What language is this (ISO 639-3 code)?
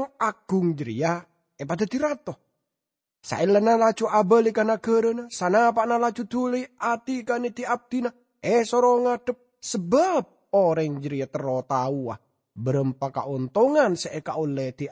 mad